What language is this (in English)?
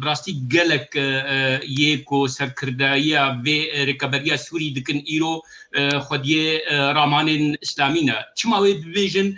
Kurdish